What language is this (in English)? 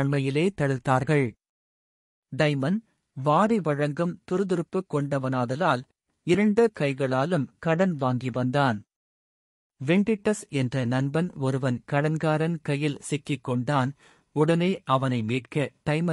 Tamil